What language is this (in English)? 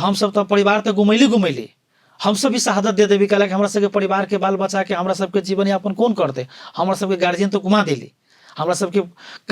Maithili